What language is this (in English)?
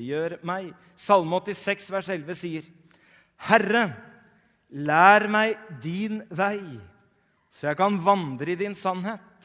Norwegian